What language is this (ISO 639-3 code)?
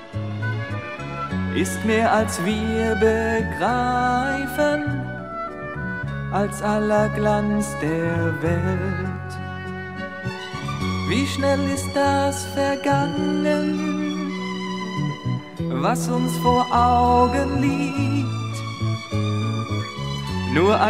deu